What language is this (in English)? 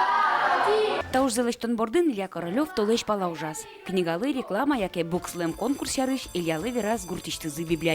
Udmurt